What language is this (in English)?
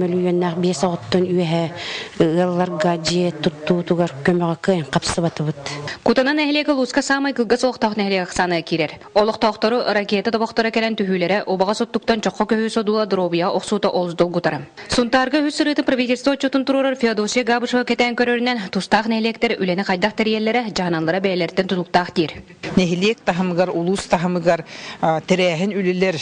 Yakut